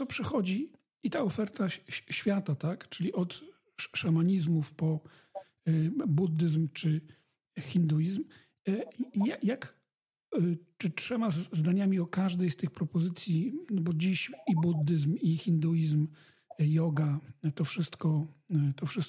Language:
Polish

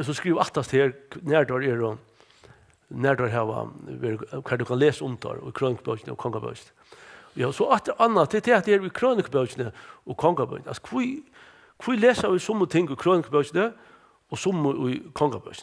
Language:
Faroese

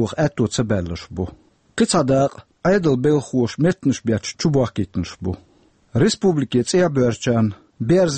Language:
Chechen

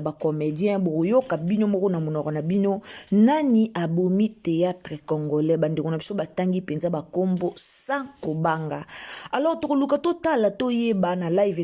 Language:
Lingala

